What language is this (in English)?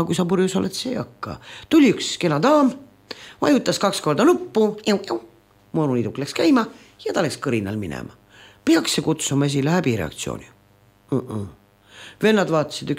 Estonian